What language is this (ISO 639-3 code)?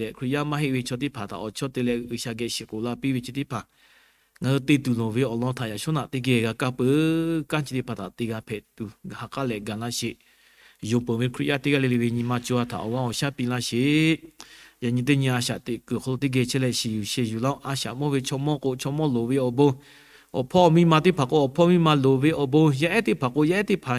lhu